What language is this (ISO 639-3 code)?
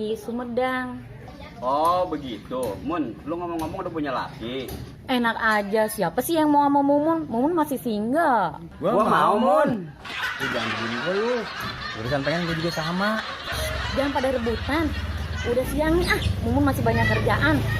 bew